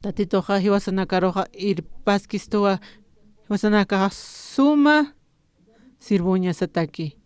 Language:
Aymara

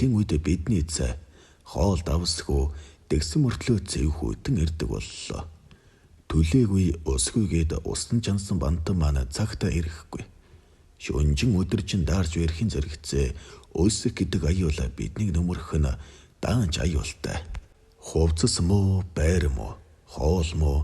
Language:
Mongolian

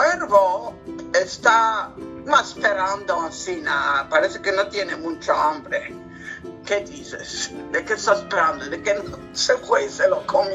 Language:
Ladino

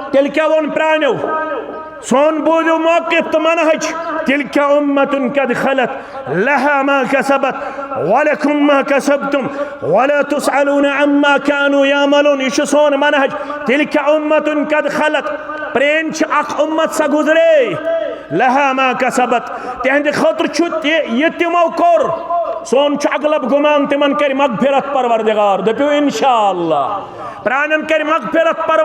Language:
Kashmiri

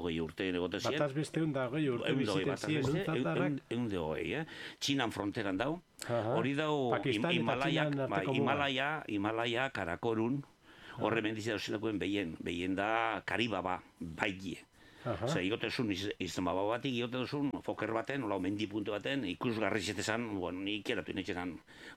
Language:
Basque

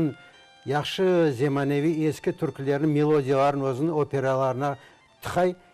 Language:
Crimean Tatar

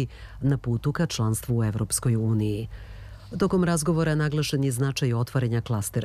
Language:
Serbian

